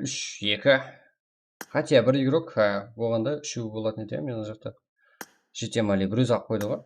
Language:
Kara-Kalpak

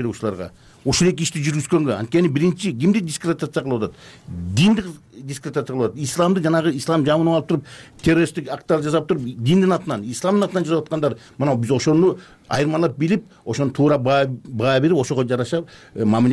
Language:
Kyrgyz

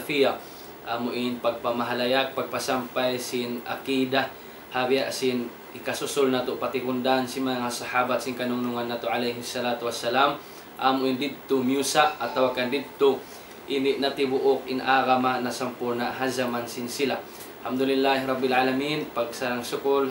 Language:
Tausug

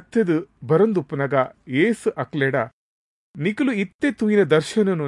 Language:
Tulu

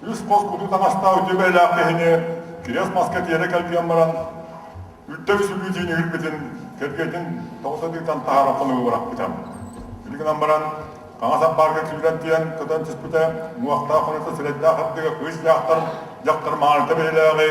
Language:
Yakut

